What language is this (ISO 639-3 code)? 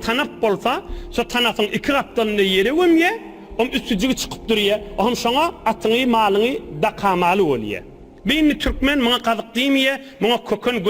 tuk